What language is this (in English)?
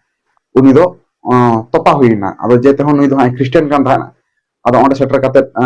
Santali